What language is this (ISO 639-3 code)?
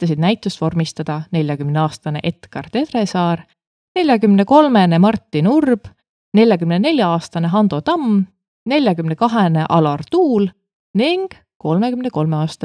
est